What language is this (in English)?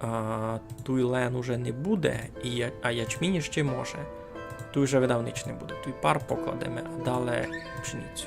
Rusyn